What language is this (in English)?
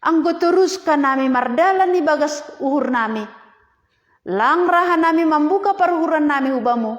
Batak Simalungun